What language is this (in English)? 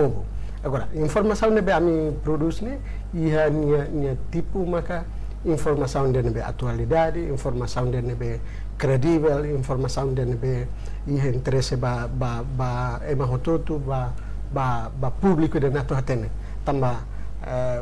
Tetum